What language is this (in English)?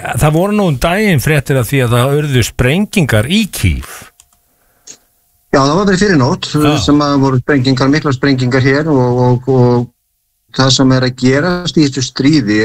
Icelandic